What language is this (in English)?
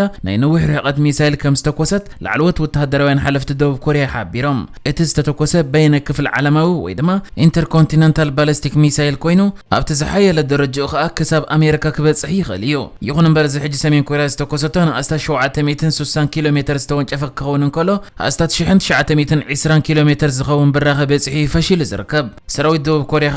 Tigrinya